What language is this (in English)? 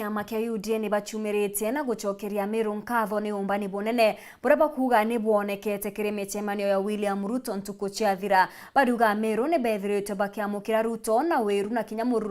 Meru